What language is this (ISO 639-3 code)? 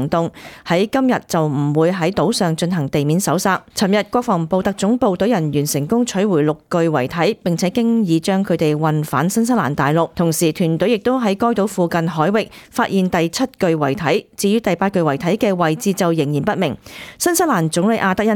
yue